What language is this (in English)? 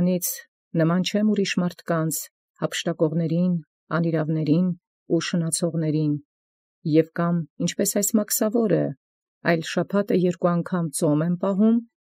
Armenian